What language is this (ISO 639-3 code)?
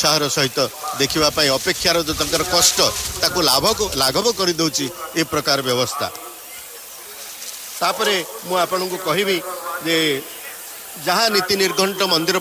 ori